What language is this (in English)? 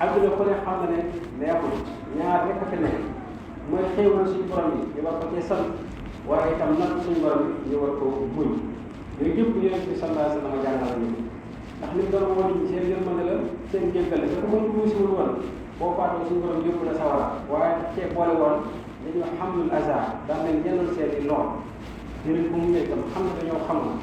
Wolof